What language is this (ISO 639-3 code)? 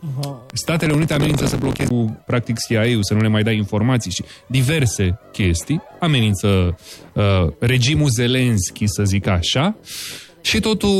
ron